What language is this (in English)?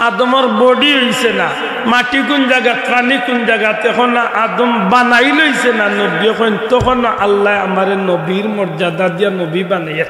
Sylheti